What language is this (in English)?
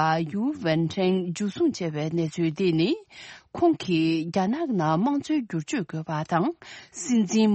Tibetan